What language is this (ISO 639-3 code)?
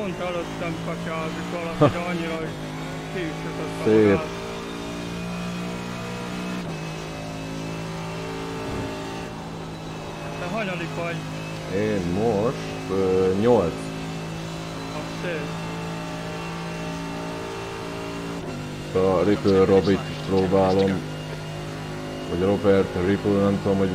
hun